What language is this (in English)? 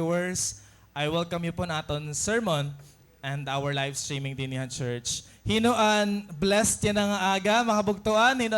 Waray